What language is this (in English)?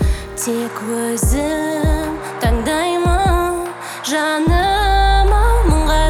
Kazakh